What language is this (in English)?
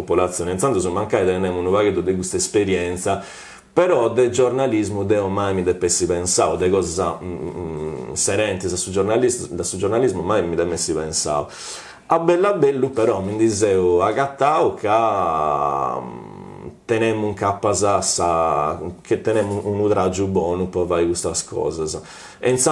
Sardinian